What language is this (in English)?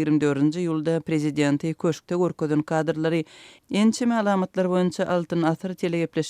Turkmen